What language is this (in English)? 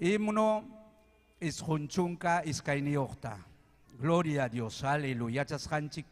Ayacucho Quechua